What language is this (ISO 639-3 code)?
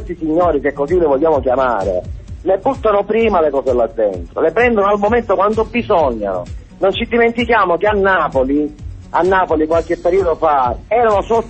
ita